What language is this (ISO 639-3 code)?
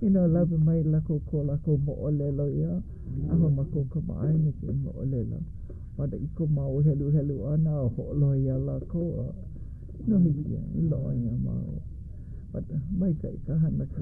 haw